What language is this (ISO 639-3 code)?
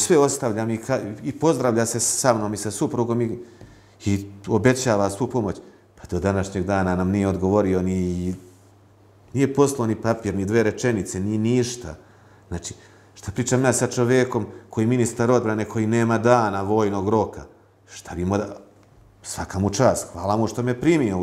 srp